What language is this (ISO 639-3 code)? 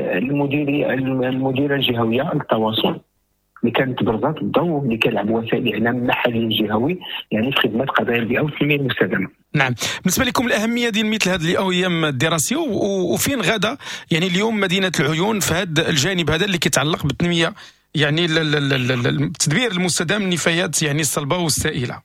ary